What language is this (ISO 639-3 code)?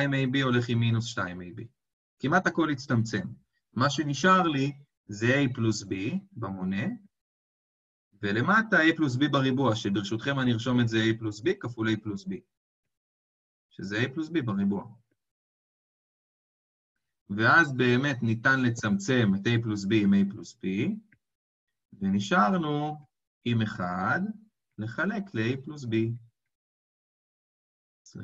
heb